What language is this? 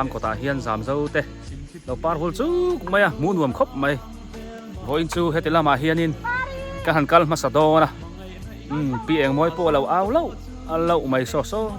Biete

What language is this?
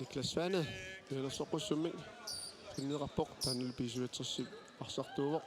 Kalaallisut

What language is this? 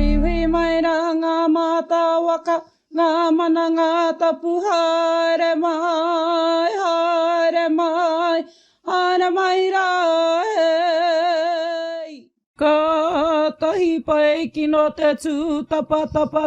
Māori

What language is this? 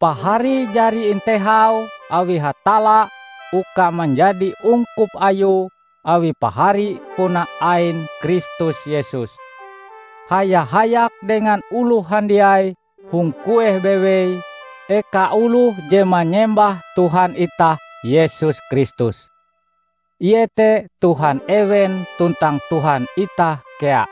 Ngaju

